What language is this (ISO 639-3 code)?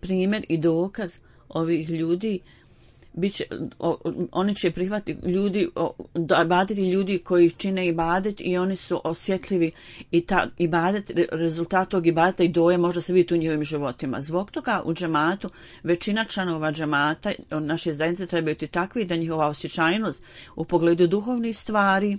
bos